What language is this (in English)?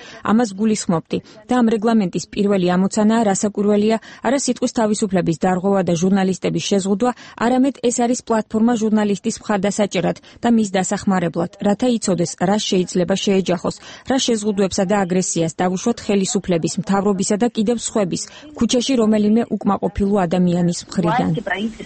Georgian